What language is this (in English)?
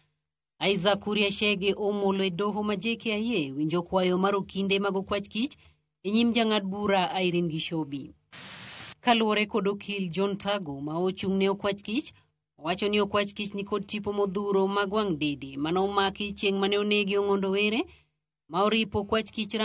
Luo (Kenya and Tanzania)